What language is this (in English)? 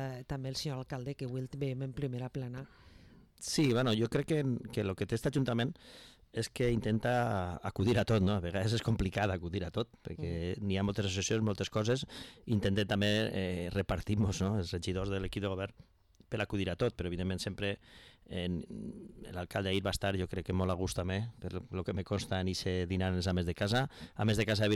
Catalan